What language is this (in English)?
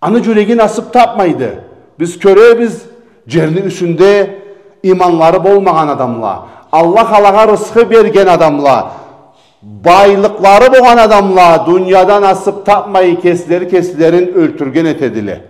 Karachay-Balkar